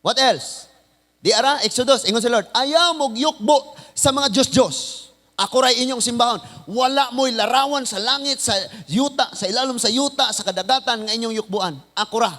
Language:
Cebuano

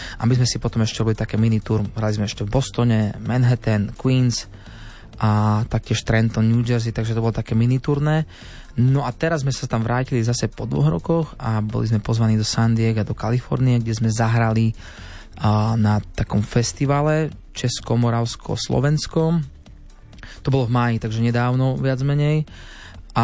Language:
Slovak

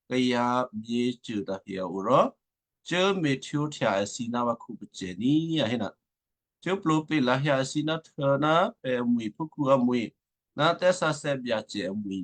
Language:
Western Kayah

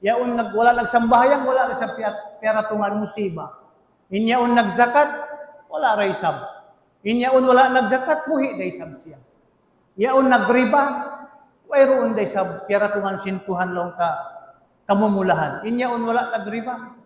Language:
Tausug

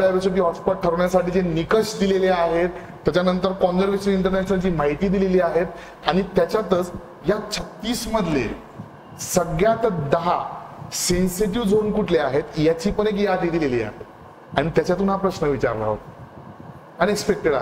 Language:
Marathi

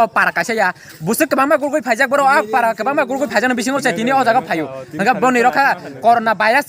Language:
Kok Borok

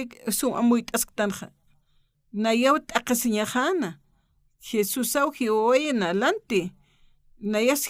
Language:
Aymara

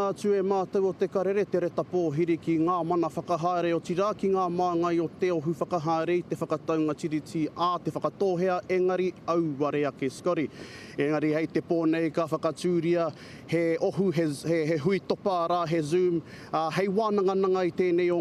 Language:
Māori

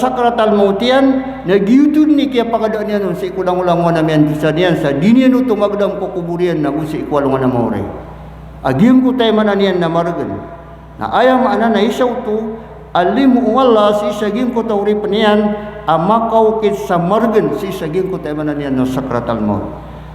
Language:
Maranao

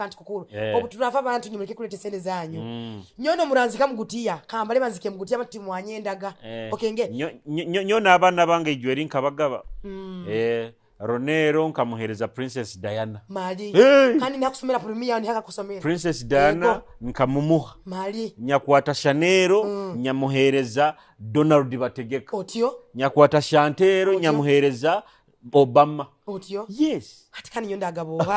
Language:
Nyoro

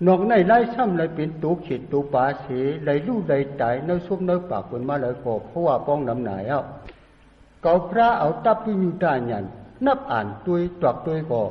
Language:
Shan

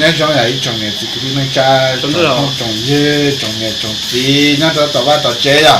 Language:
Hmong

